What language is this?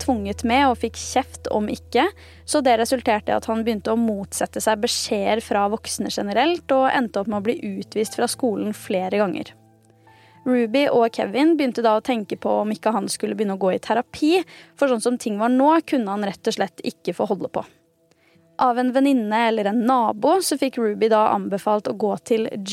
Norwegian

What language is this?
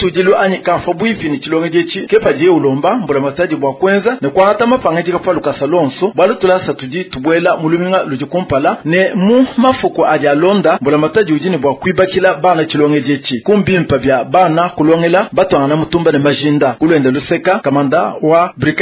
Luba-Lulua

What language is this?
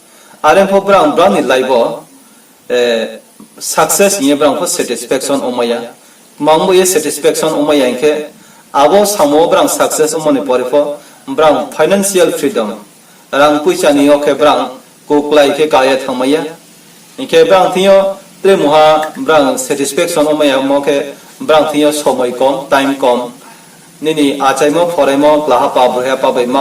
Riang (India)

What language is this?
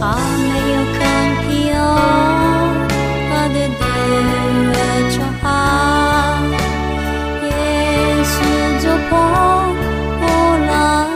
Akha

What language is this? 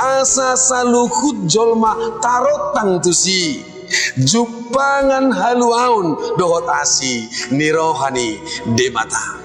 Batak Toba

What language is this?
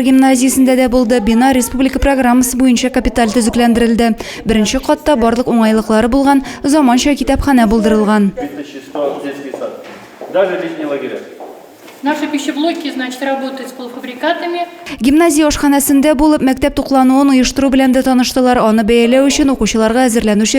Tatar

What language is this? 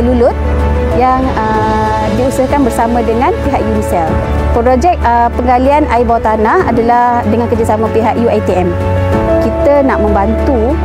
Malay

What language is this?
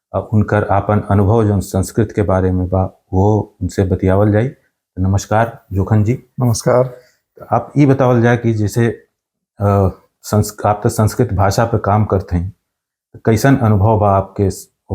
Bhojpuri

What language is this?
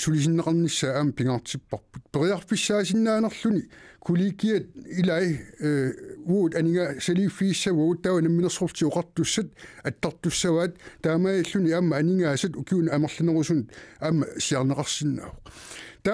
Kalaallisut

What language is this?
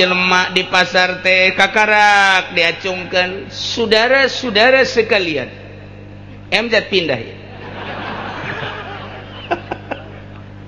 Sundanese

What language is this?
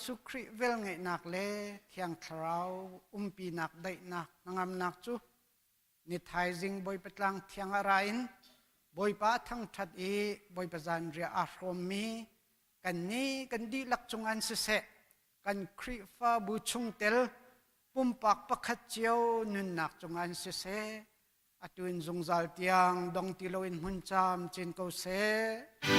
Hakha Chin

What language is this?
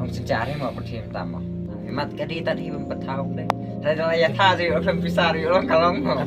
Khasi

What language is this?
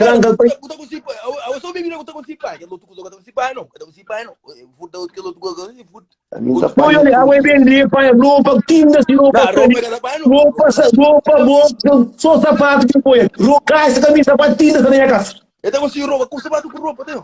Kabuverdianu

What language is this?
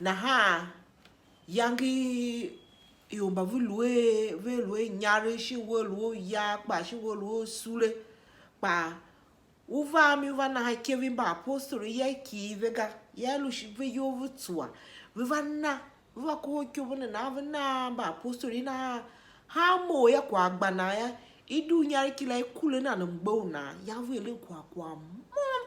Tiv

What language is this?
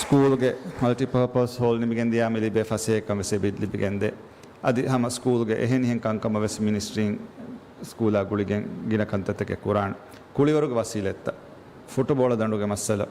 Divehi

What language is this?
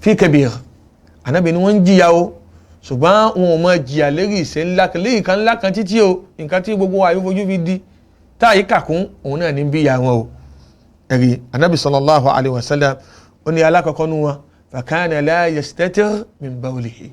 Yoruba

